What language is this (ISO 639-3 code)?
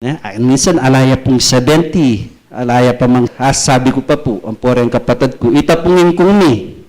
pam